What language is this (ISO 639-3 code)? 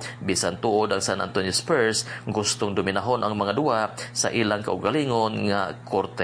ceb